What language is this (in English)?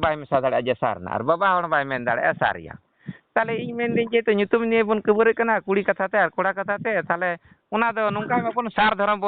Santali